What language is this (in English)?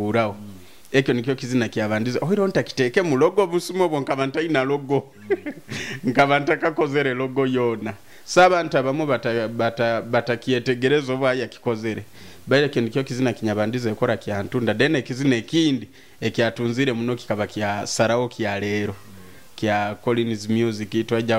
Nyoro